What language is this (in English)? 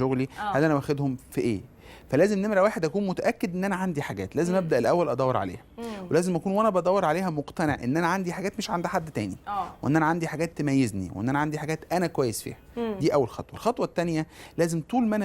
Egyptian Arabic